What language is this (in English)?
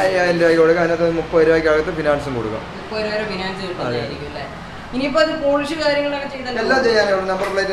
Malayalam